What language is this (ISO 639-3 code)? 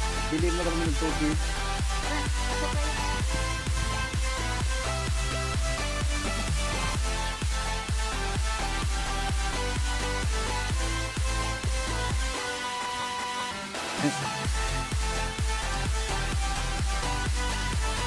fil